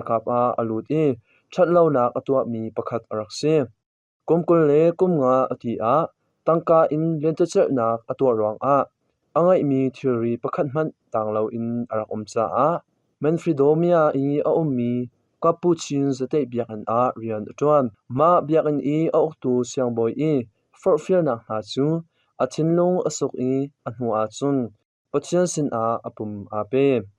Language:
Hakha Chin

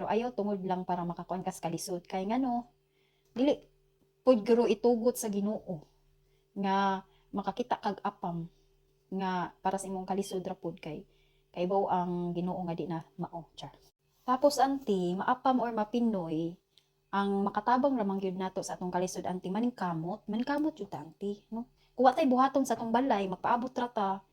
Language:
Cebuano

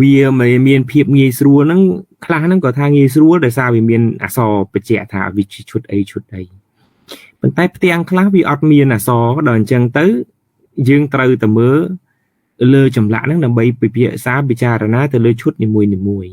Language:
Khmer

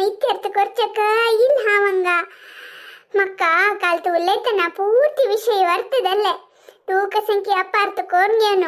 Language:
Konkani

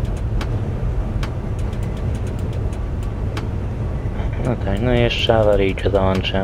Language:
Polish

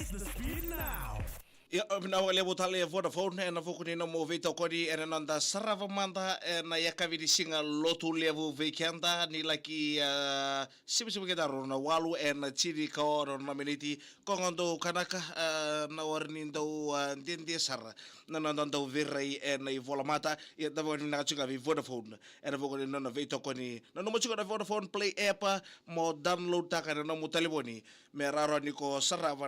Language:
Fijian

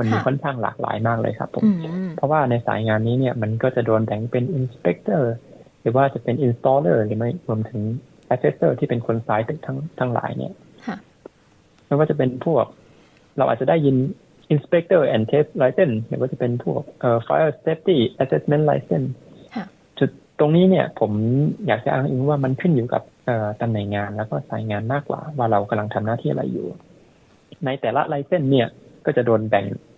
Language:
Thai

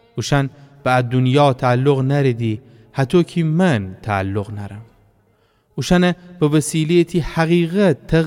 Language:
Gilaki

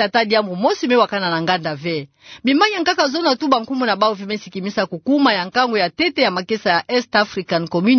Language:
Kituba (Democratic Republic of Congo)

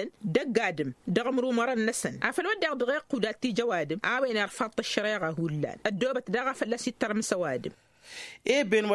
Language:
Tamasheq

